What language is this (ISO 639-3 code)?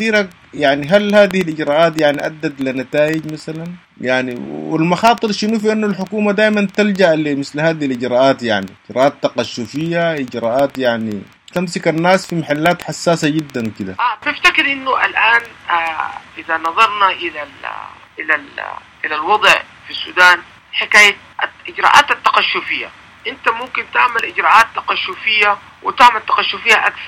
apd